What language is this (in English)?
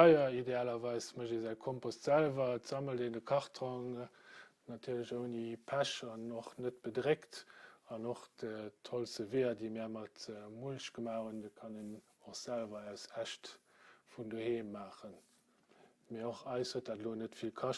Luxembourgish